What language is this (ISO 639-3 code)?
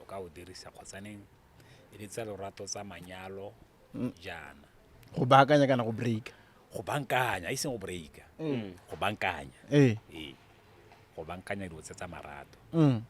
tsn